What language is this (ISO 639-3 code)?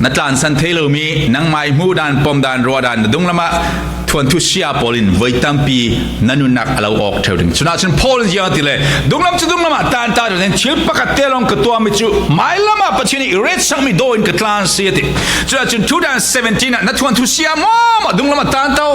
cfm